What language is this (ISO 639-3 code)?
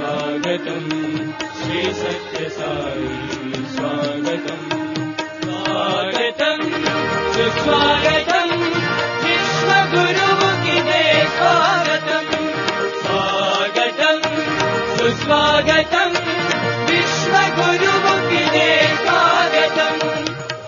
tel